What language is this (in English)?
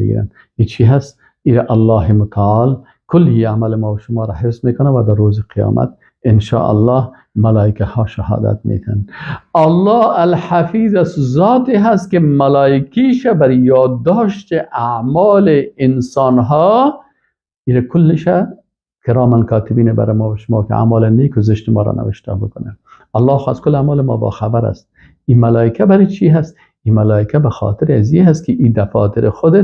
Persian